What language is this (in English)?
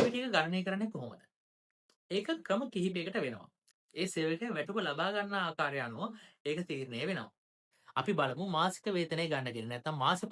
Sinhala